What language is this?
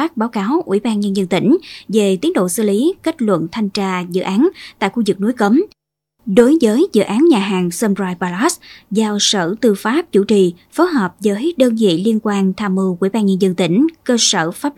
Vietnamese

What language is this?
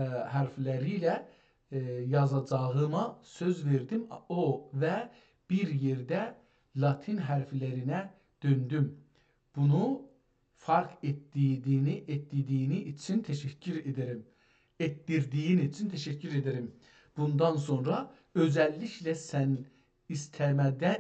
South Azerbaijani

